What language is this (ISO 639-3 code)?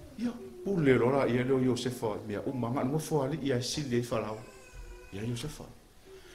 smo